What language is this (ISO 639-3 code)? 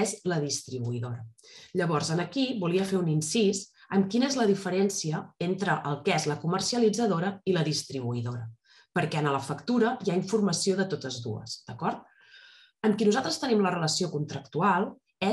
cat